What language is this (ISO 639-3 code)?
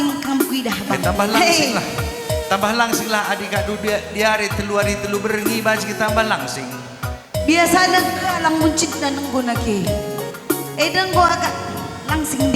btx